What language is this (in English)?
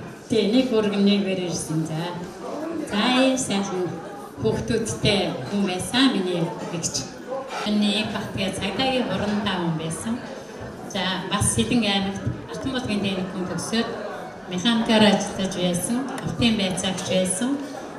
Mongolian